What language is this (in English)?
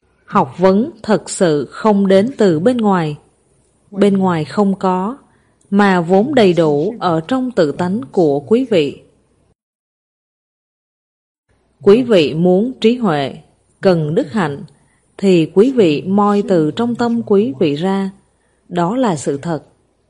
Vietnamese